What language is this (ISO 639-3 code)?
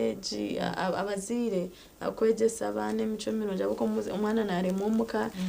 nyn